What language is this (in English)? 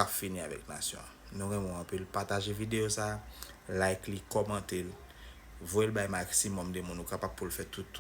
Haitian Creole